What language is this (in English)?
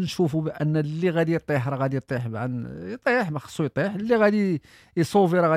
Moroccan Arabic